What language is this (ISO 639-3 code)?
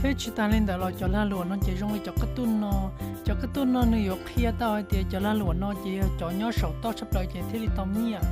hmn